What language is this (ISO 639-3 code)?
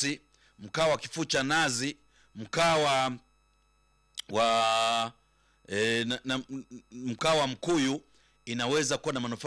swa